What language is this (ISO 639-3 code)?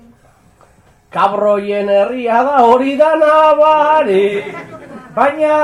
eus